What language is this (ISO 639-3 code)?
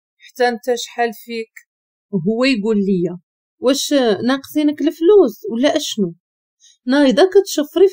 ary